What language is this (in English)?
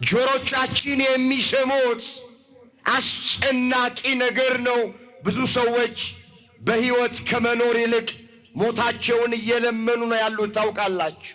Amharic